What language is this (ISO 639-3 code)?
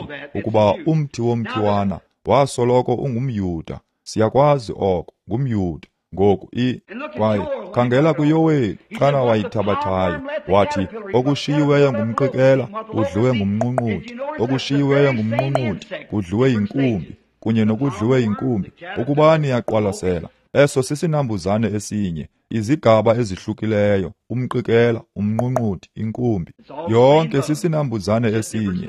xho